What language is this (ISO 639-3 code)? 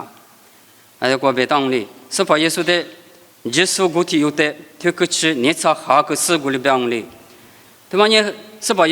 lis